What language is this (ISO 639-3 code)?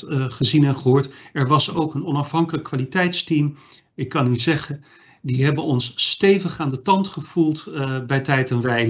nld